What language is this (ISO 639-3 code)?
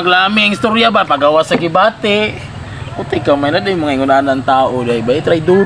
ceb